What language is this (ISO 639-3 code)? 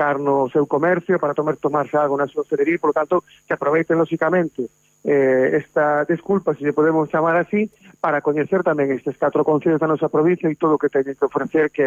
glg